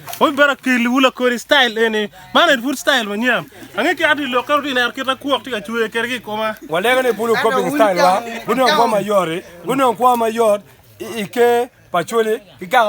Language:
Acoli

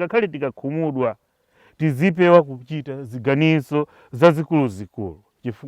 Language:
Nyanja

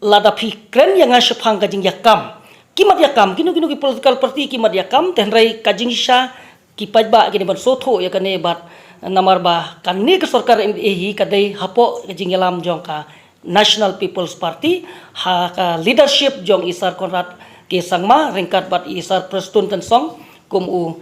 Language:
Khasi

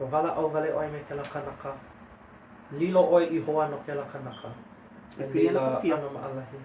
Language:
Hawaiian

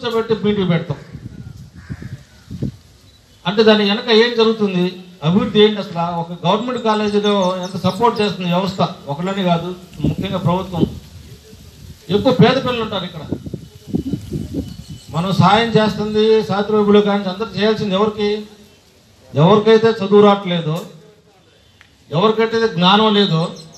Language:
Telugu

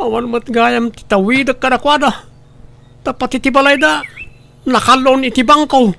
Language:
Iloko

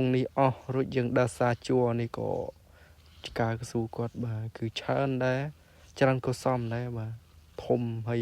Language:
Khmer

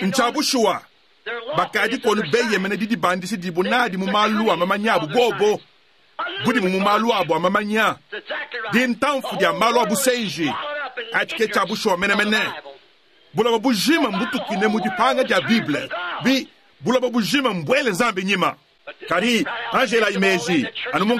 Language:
Luba-Lulua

